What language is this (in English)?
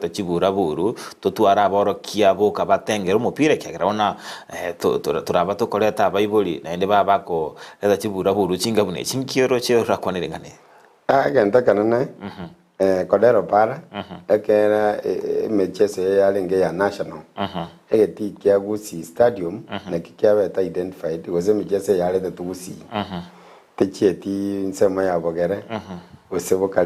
Gusii